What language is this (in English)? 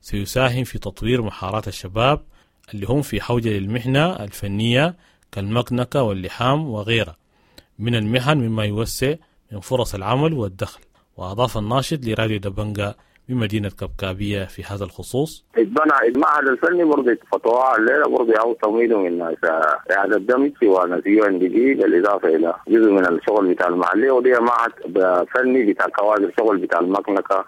Sudanese Arabic